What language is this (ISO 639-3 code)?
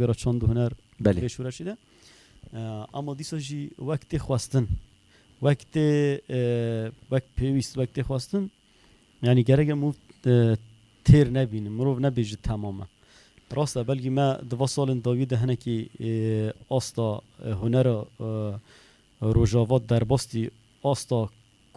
kur